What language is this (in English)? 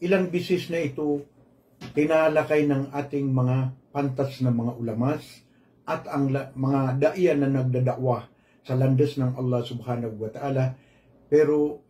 Maranao